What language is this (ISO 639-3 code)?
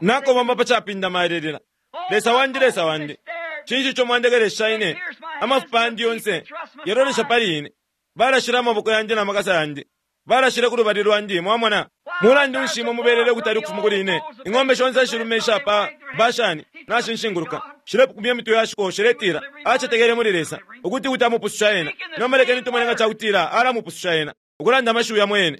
bem